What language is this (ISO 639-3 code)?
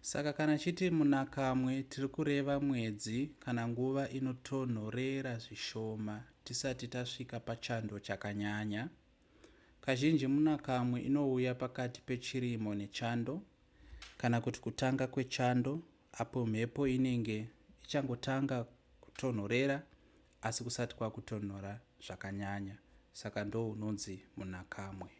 sna